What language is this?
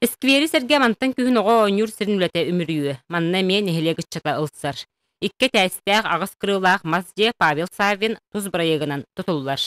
Yakut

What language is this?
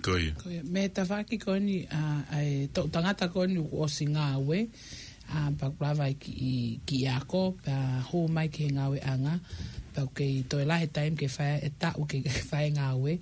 Tongan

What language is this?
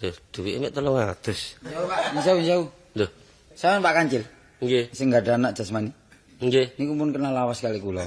Javanese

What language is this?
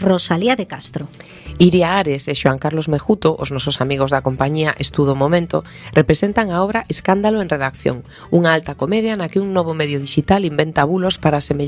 Galician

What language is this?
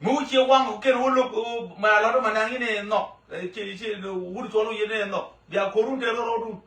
Nuer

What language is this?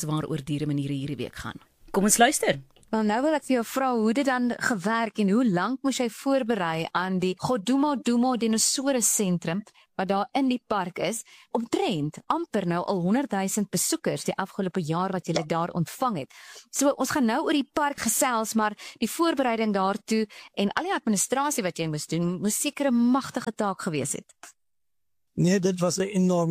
Afrikaans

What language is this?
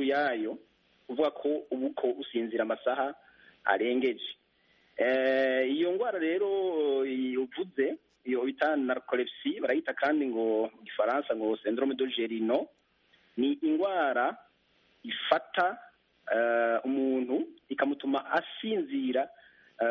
Kinyarwanda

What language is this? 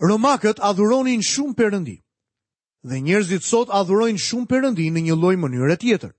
Albanian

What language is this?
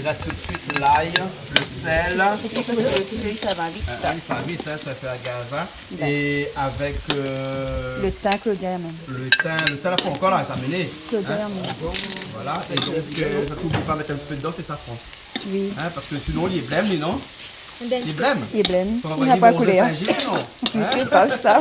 Réunion Creole French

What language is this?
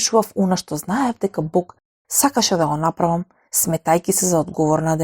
Macedonian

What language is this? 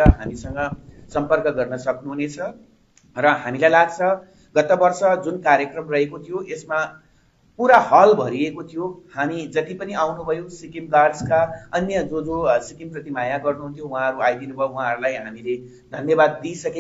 Nepali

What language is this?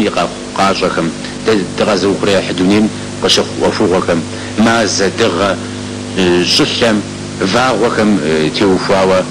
Kabardian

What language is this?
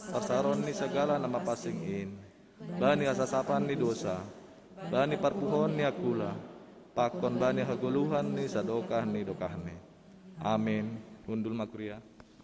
Batak Simalungun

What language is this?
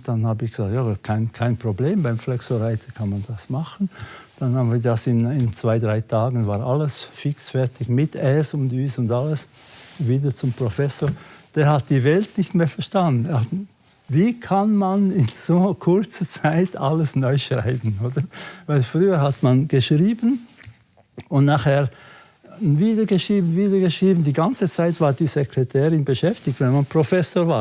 Swiss German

